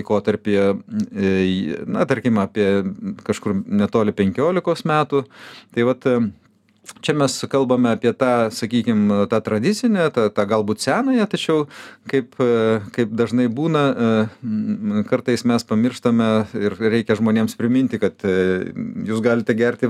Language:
Lithuanian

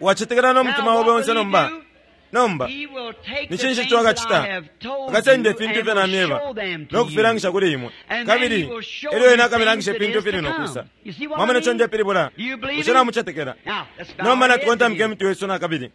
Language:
Bemba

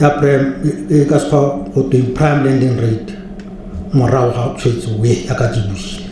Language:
Tswana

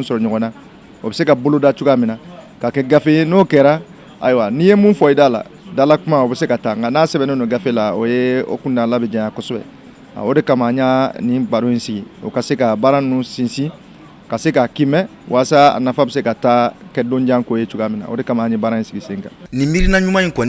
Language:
Bambara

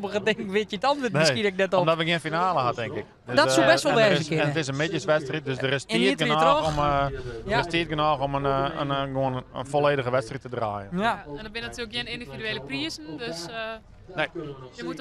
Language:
Western Frisian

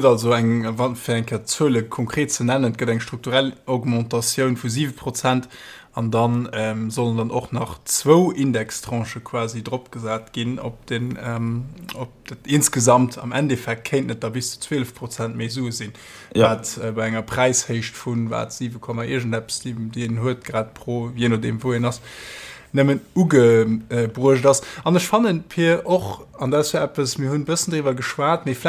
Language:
Luxembourgish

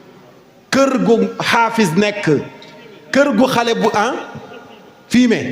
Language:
Wolof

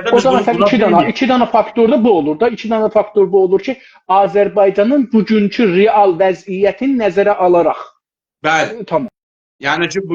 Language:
South Azerbaijani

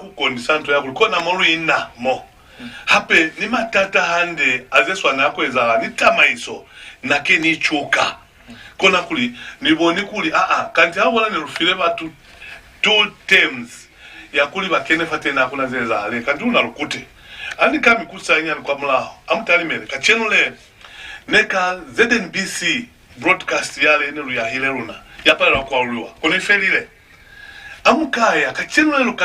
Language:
Lozi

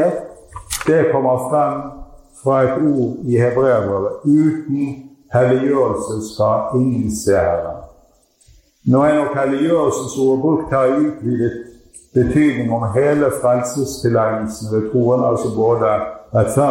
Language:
Norwegian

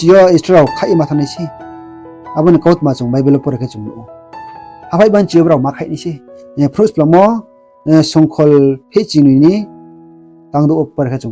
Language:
Riang (India)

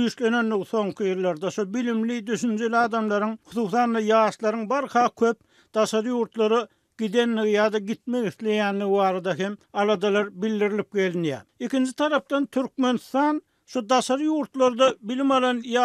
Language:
Turkmen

